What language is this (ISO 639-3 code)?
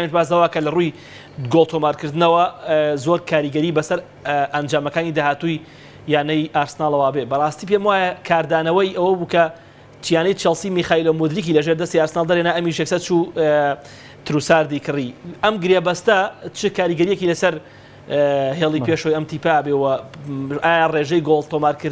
ckb